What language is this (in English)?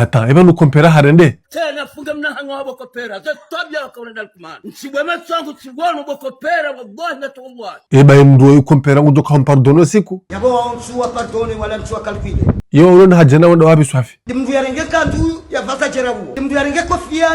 Ngazidja Comorian